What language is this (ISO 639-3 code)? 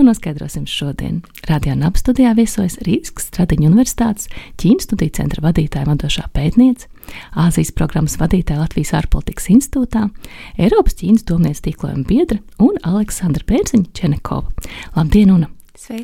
lav